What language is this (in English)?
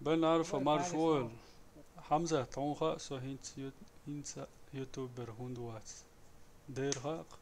Chechen